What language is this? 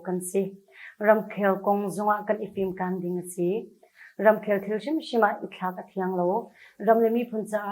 Hakha Chin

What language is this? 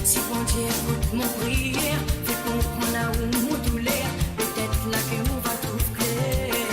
Morisyen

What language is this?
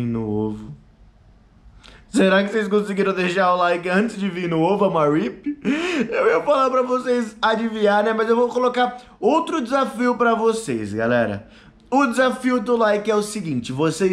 Portuguese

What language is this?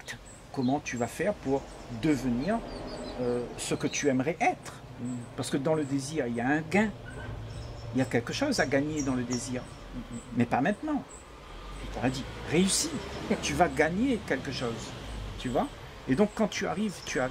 French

